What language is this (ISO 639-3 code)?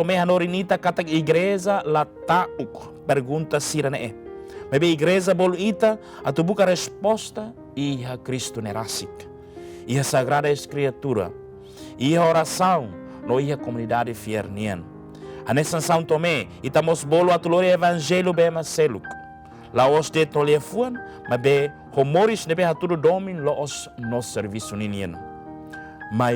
tet